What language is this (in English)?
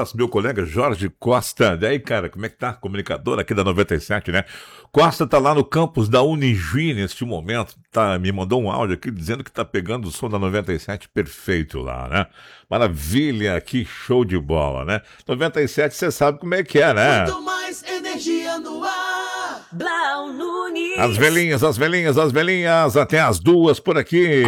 Portuguese